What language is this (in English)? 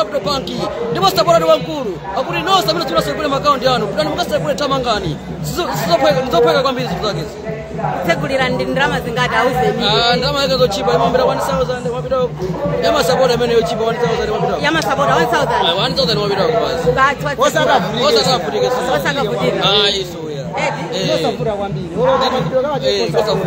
Nyanja